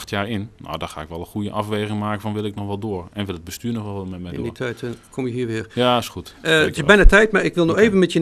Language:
Dutch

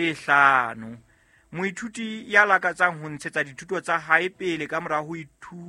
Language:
Southern Sotho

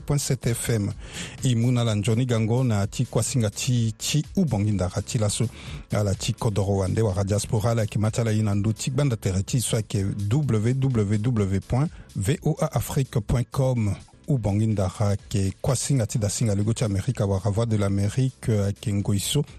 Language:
Sango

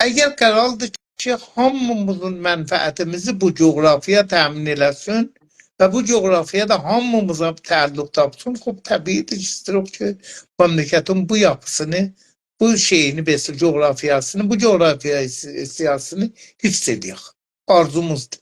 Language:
South Azerbaijani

